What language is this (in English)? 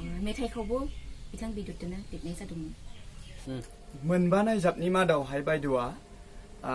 Bodo